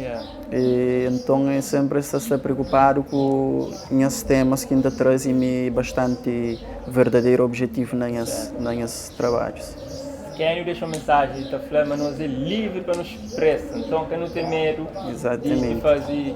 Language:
Kabuverdianu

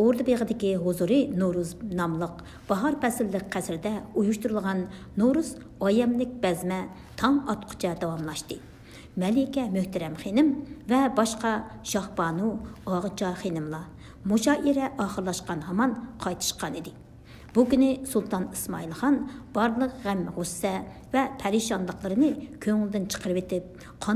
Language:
Uyghur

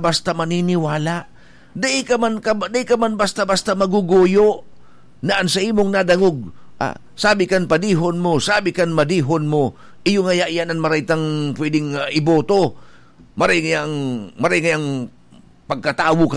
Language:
Bikol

